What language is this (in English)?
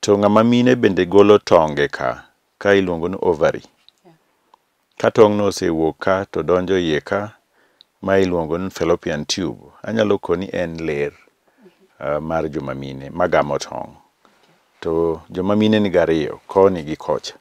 Luo (Kenya and Tanzania)